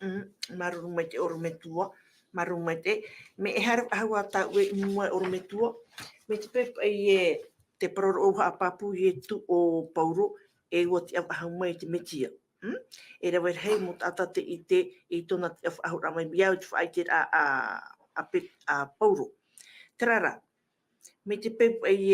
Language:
Tahitian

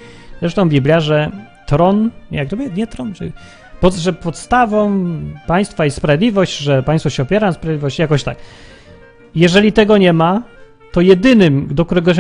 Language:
Polish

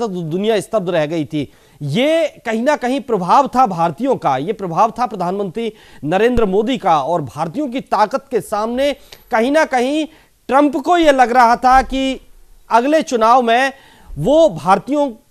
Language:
Hindi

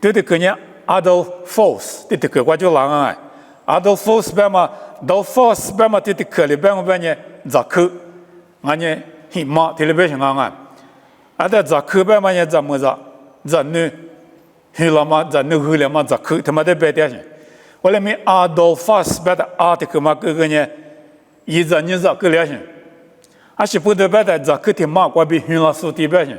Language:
Lisu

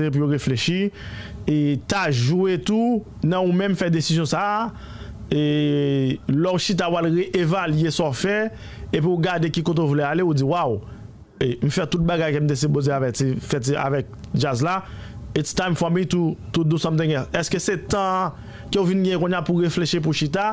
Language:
Haitian Creole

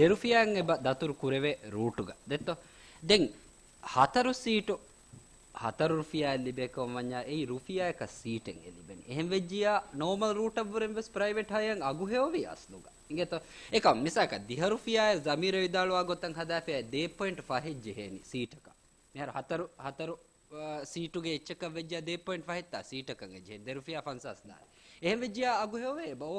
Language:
Divehi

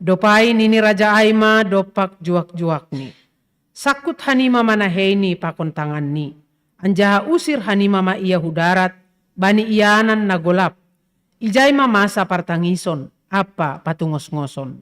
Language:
Batak Simalungun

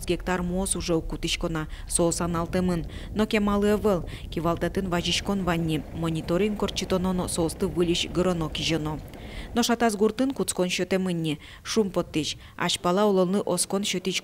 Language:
Udmurt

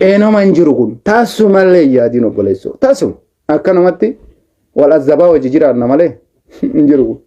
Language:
Oromo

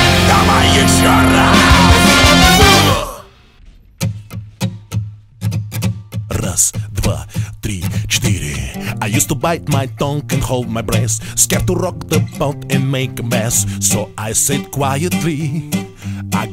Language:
English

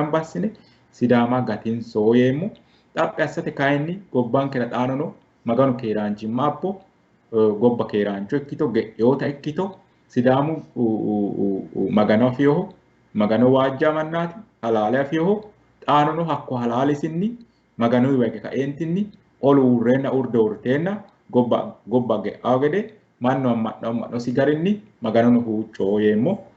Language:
Sidamo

